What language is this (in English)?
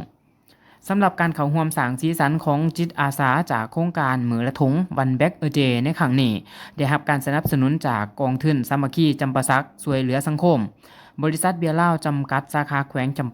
Lao